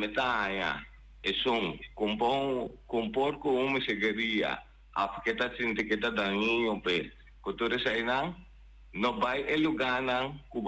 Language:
Papiamento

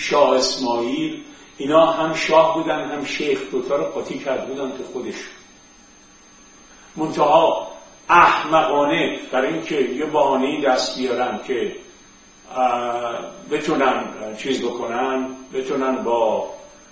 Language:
Persian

